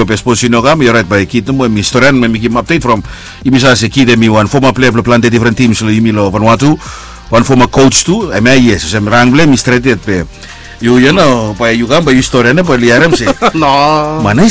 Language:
Bislama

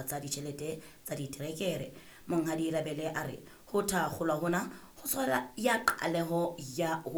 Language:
Southern Sotho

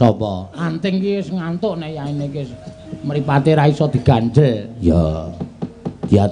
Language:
Javanese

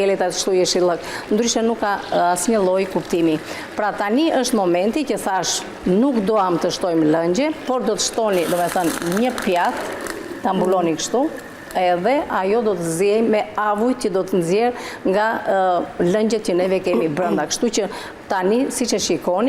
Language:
Albanian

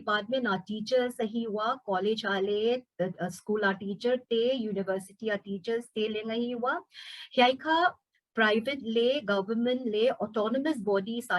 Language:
Paite Chin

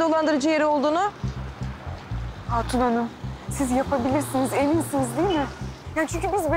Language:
Turkish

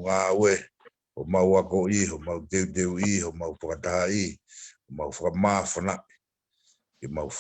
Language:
Tongan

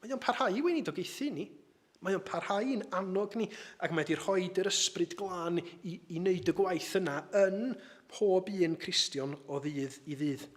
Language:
Welsh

